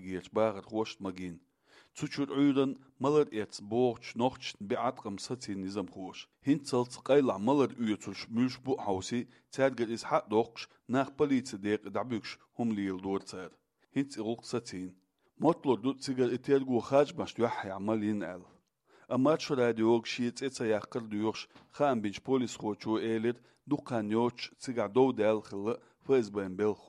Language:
Chechen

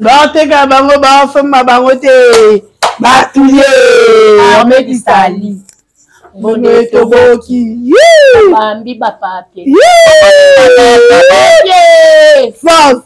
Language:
Lingala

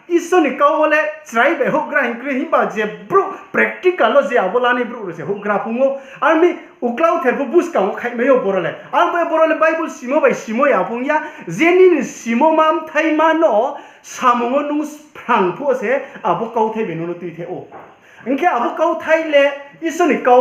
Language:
Riang (India)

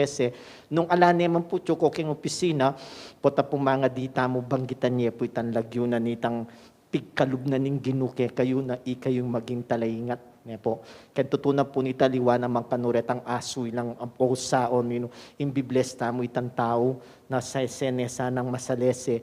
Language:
Pampanga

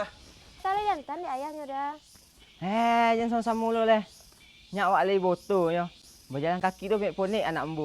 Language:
Minangkabau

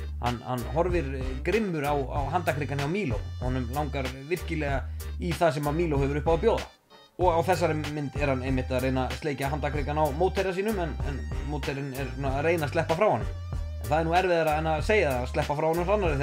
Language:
Icelandic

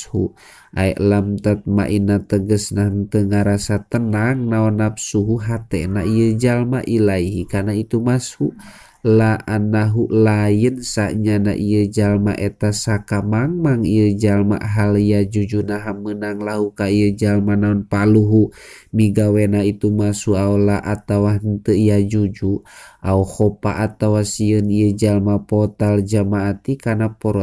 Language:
Sundanese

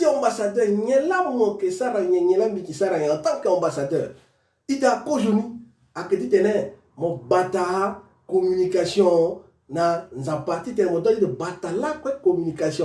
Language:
Sango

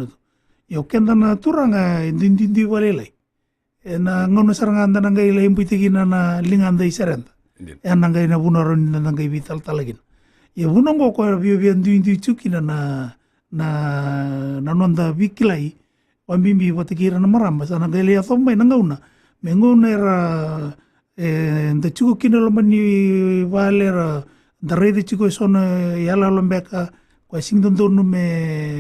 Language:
Fijian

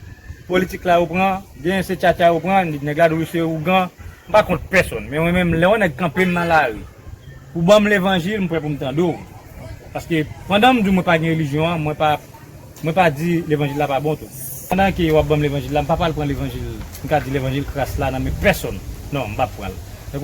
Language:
Haitian Creole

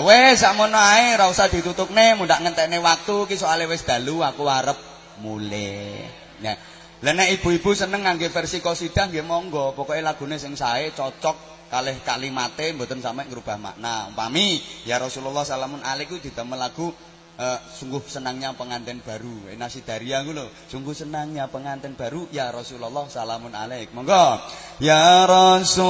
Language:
Javanese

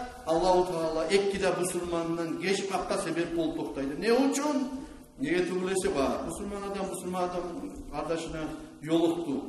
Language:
Kumyk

